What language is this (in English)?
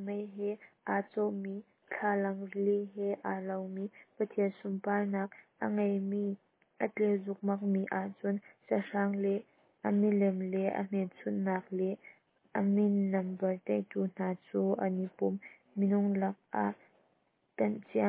Hakha Chin